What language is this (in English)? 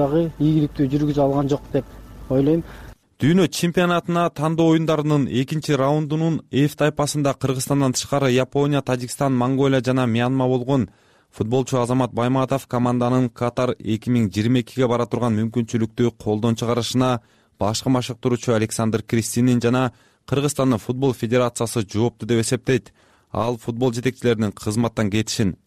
Kyrgyz